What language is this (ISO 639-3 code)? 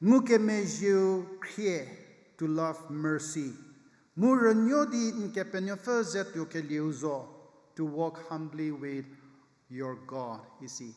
njm